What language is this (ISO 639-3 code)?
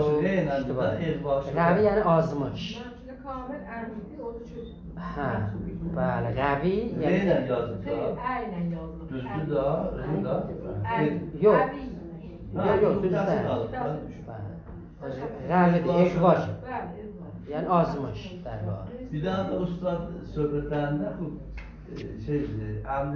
azb